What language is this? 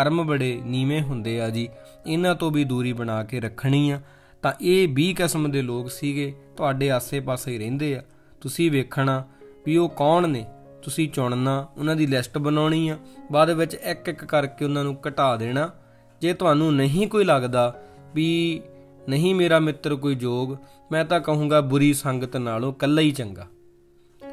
Punjabi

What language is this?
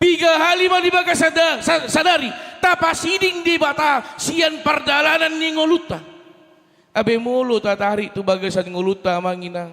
Batak Toba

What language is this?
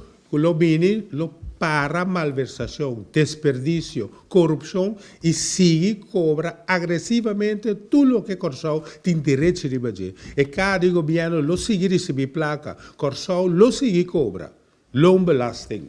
Papiamento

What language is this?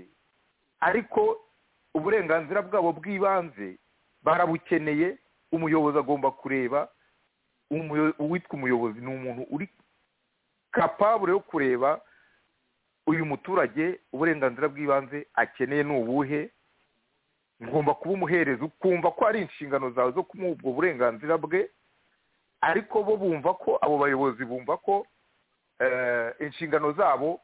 Kinyarwanda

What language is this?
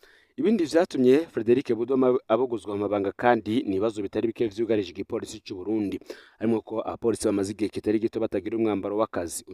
Rundi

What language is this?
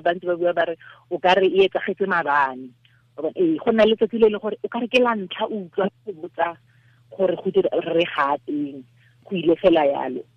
Tswana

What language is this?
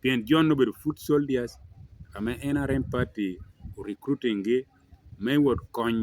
Lango (Uganda)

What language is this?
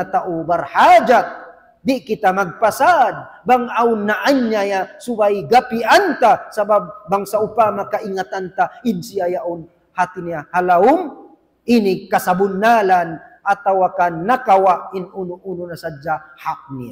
Tausug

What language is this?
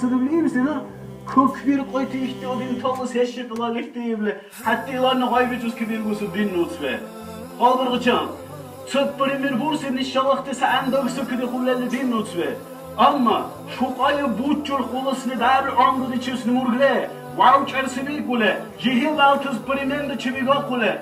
Dargwa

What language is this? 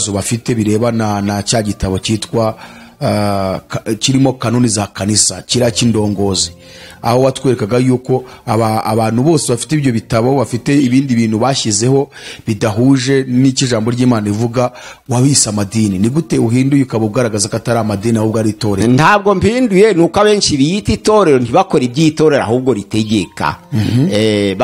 Kinyarwanda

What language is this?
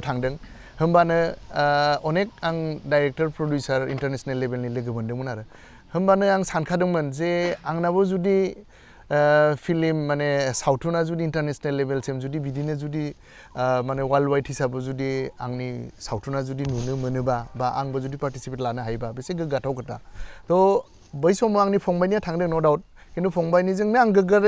Bodo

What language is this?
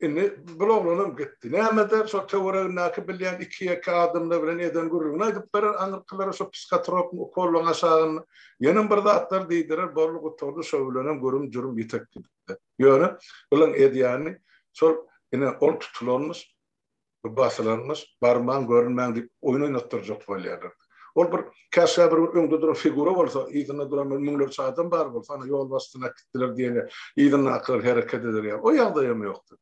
Turkmen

